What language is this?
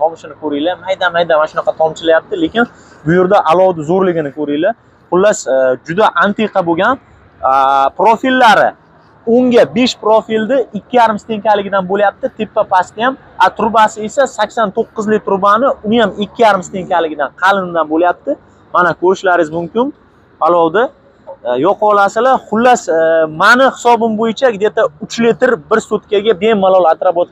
Uzbek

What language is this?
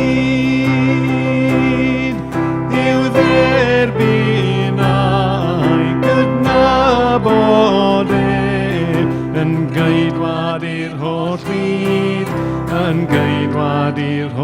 Welsh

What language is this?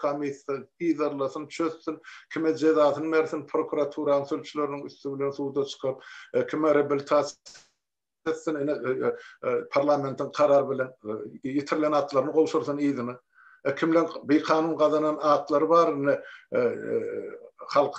Turkmen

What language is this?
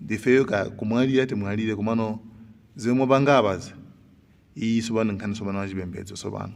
Nyanja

